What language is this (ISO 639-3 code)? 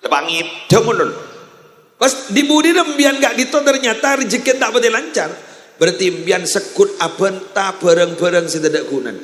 mad